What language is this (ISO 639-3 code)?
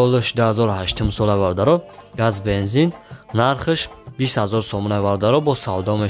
tgk